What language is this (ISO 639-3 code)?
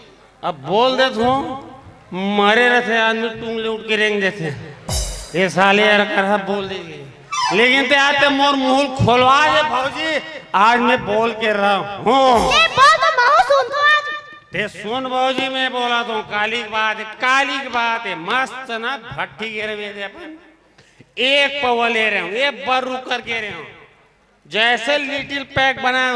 hne